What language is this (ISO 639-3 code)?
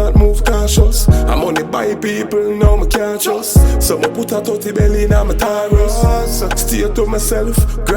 jam